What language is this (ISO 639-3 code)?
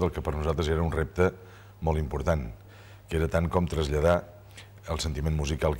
cat